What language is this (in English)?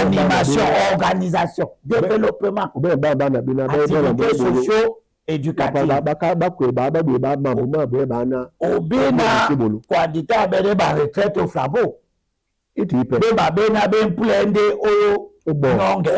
Duala